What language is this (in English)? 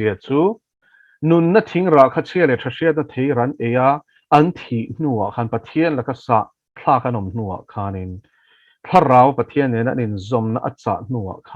Mizo